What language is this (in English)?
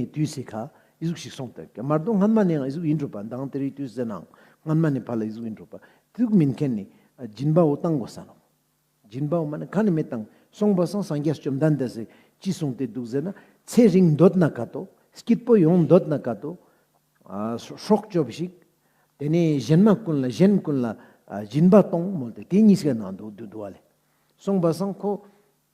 Ladakhi